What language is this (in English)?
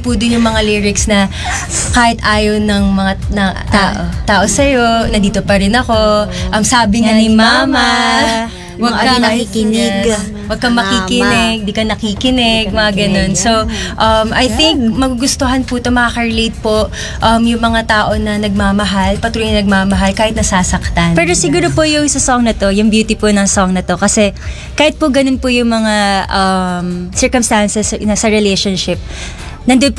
Filipino